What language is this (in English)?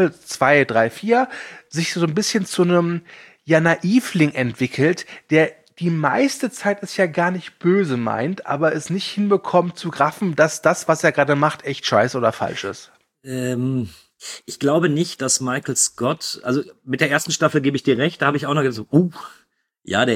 German